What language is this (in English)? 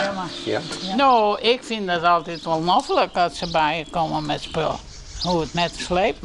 Western Frisian